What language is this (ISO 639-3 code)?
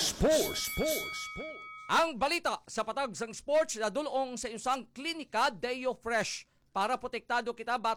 hil